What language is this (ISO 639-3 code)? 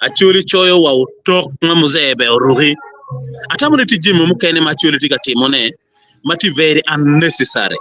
ach